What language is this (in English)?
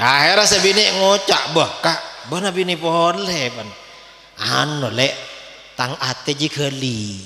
Madurese